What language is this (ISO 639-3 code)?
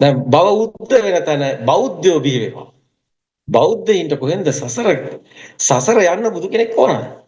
sin